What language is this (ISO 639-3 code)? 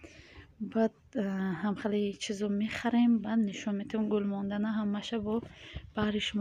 tgk